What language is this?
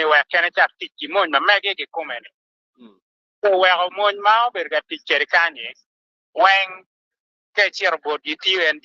Acoli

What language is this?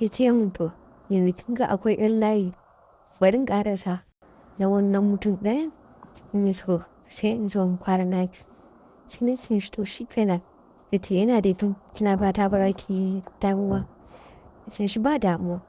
Hausa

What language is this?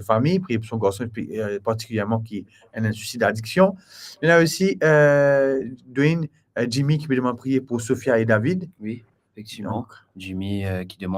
Morisyen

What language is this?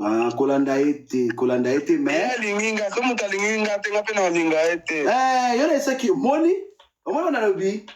Lingala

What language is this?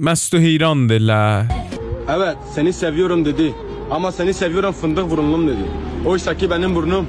South Azerbaijani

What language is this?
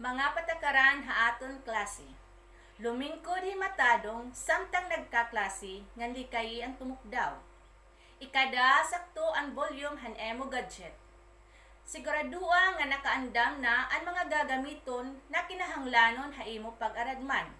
Waray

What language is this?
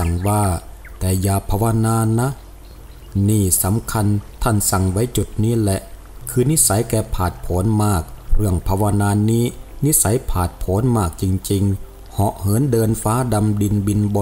Thai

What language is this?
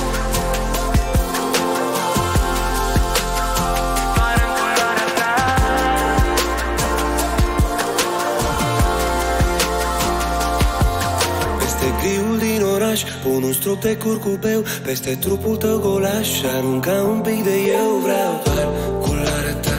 Romanian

